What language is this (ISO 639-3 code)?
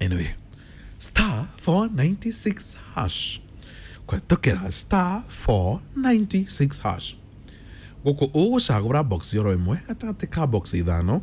kik